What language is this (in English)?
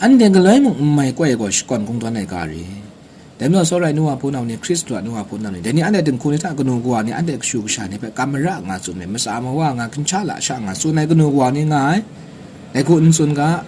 Kachin